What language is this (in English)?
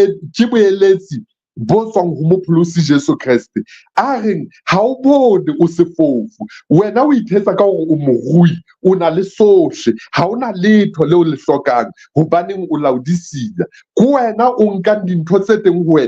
Southern Sotho